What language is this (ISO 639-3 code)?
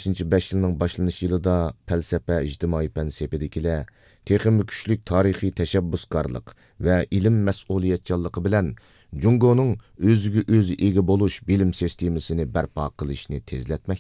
uig